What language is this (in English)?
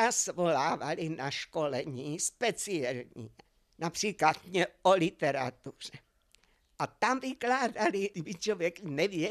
Czech